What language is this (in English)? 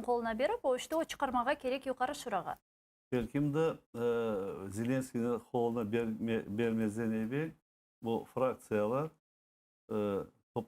Crimean Tatar